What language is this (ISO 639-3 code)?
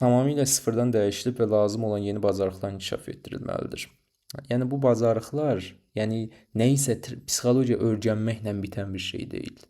aze